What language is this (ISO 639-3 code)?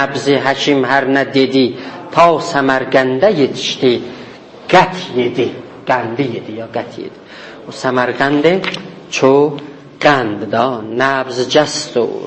azb